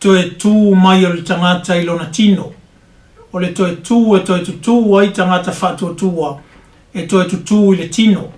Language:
Samoan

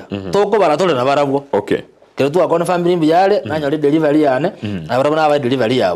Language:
Gusii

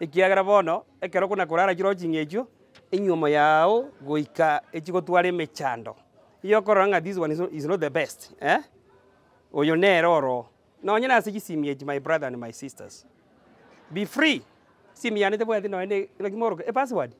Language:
Gusii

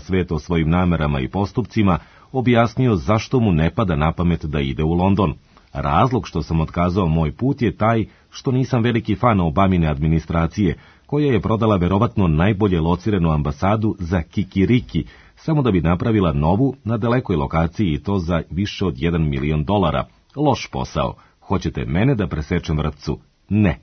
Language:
Serbian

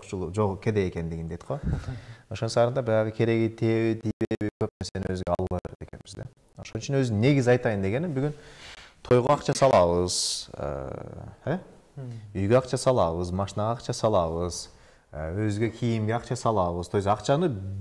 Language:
Kyrgyz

